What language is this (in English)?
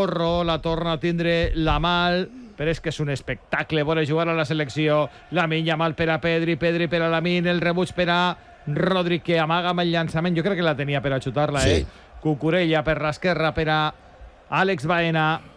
Catalan